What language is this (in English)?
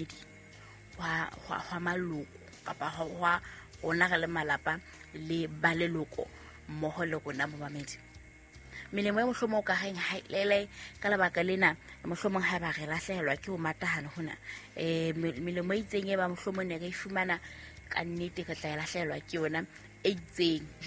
Southern Sotho